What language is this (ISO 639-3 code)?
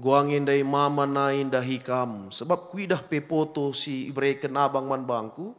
btx